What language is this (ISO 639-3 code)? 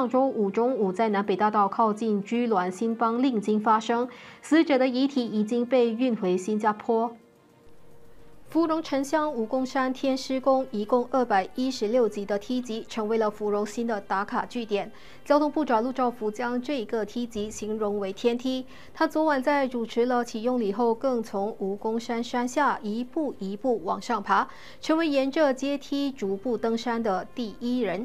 zho